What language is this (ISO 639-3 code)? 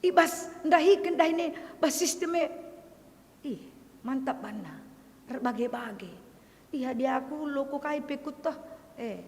btx